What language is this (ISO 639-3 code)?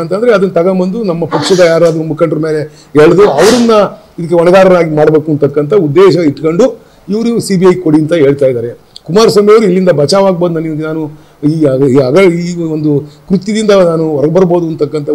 kan